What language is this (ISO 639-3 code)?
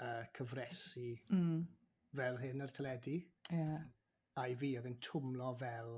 cym